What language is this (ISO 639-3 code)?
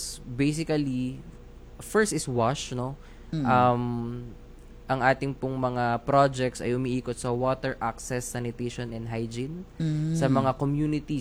fil